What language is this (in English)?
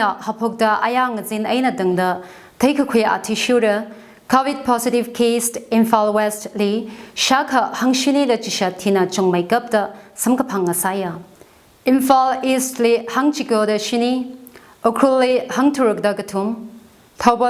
Tangkhul Naga (India)